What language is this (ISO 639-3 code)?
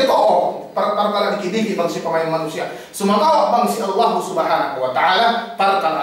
yka